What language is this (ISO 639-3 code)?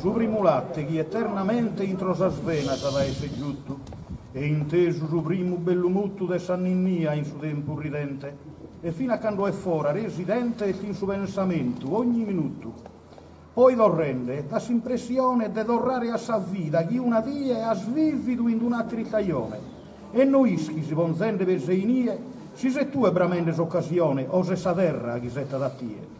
srd